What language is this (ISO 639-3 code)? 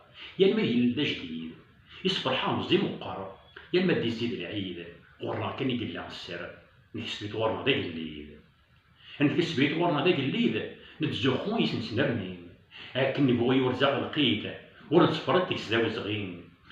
kab